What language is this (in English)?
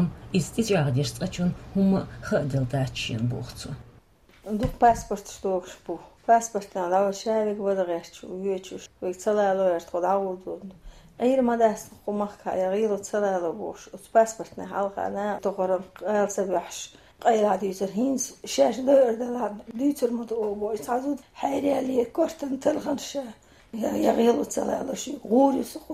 Chechen